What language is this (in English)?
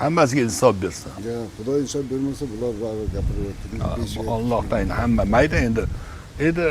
Uzbek